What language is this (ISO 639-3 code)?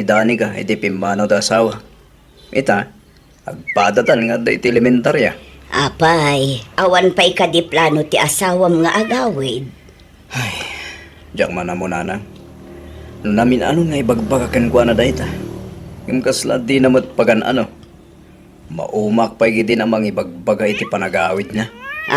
ilo